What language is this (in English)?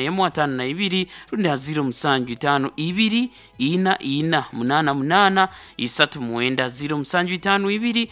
Nyoro